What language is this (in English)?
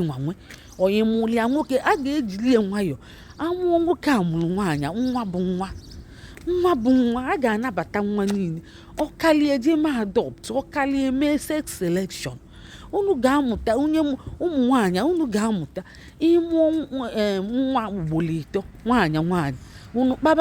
Igbo